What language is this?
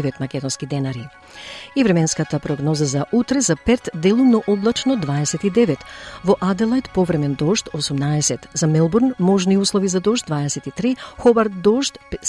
Macedonian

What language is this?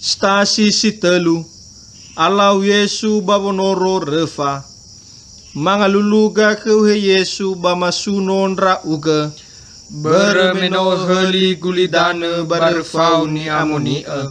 Nias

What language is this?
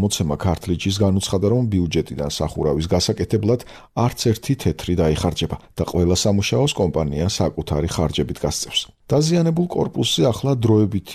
Georgian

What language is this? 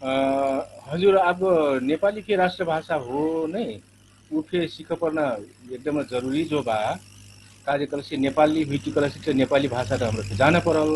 Dangaura Tharu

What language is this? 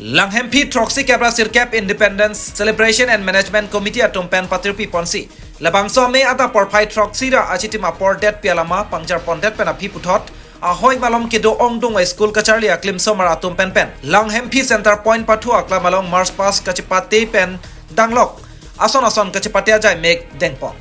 Karbi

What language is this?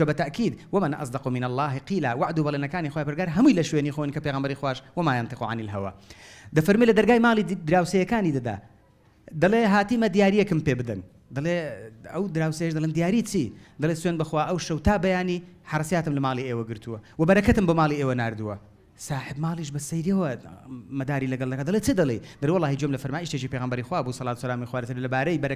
Central Kurdish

